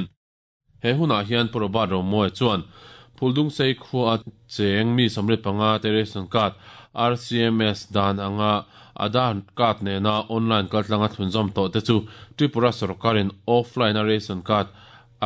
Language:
Mizo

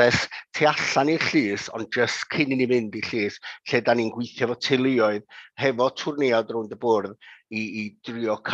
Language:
Welsh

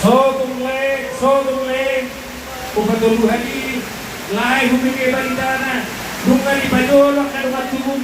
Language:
Batak Toba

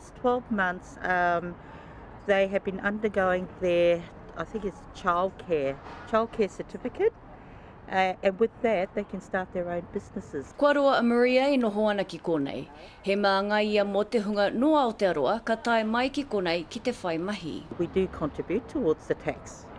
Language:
Māori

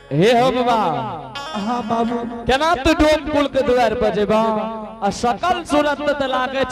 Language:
Angika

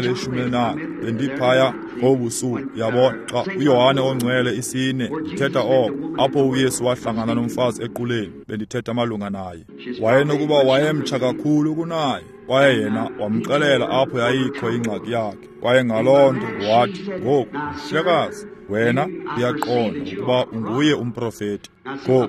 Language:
Xhosa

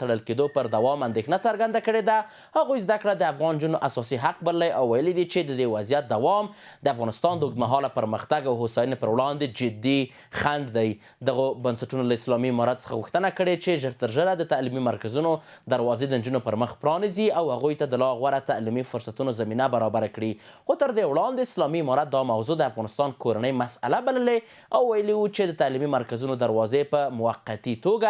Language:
Pashto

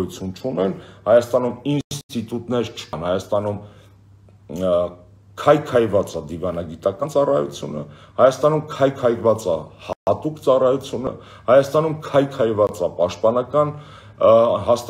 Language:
Armenian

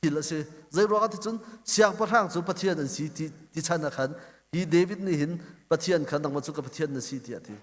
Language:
Hakha Chin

